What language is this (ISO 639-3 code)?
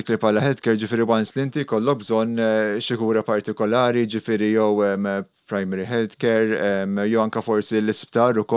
mlt